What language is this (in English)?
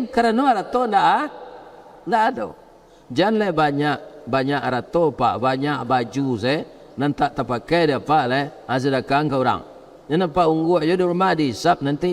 Minangkabau